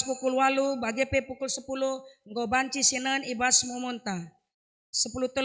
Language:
Batak Karo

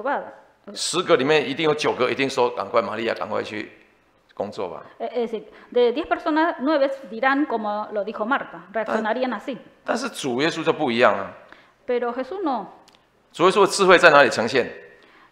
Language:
Chinese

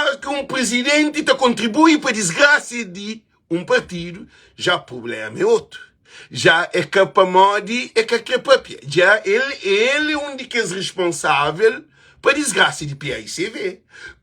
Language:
Kabuverdianu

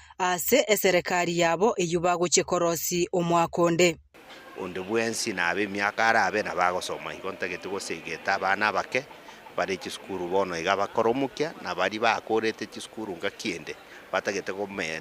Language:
Gusii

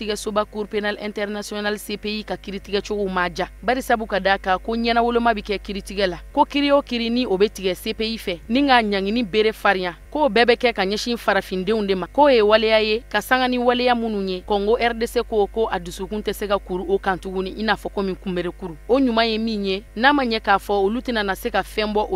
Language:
Bambara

